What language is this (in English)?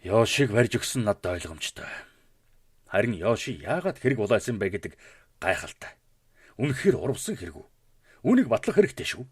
Mongolian